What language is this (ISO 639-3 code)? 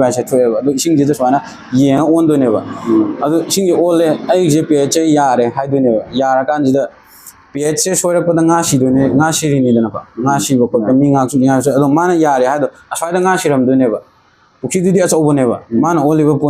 mni